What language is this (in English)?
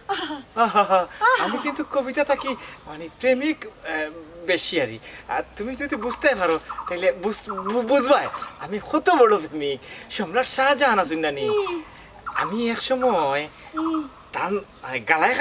Sylheti